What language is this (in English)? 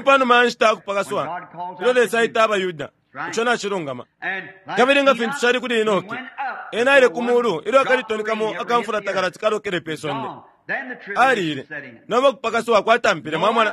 Bemba